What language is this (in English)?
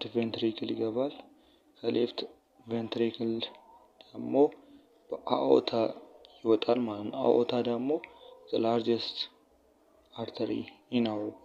Amharic